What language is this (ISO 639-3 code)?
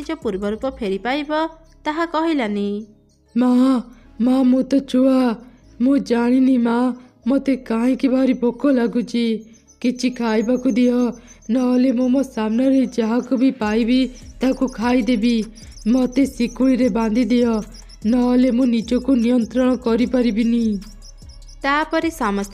ori